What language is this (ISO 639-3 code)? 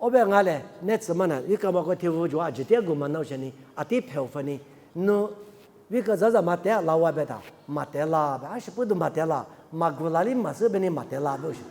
lis